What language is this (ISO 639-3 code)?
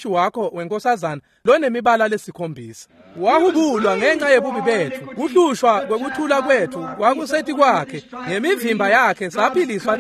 ssw